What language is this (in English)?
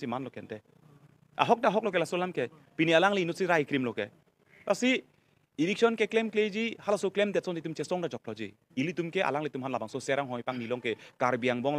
Karbi